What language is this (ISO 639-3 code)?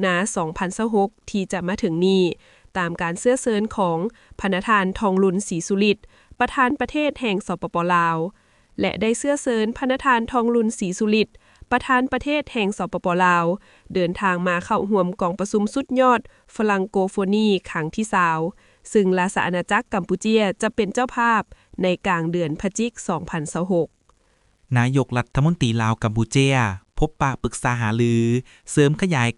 lao